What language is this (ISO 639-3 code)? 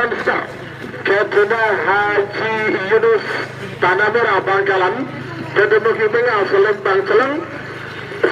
mad